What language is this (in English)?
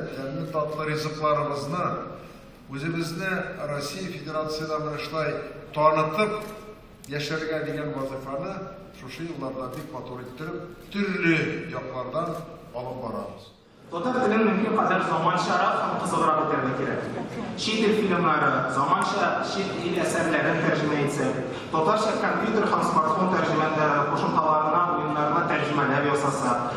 Tatar